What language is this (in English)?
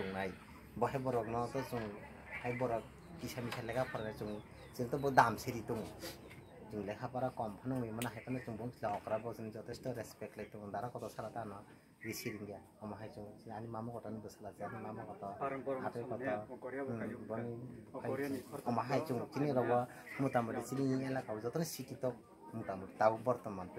Kok Borok